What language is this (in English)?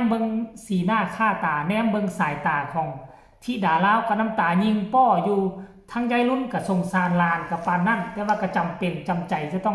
Northeastern Thai